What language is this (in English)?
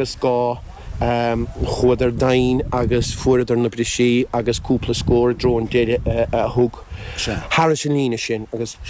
Irish